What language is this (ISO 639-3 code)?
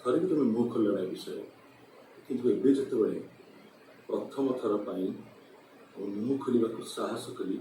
ori